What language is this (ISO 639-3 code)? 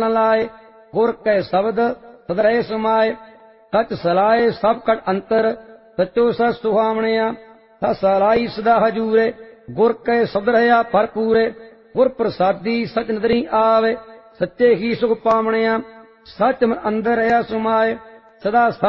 pan